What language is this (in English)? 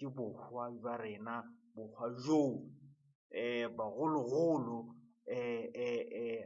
Northern Sotho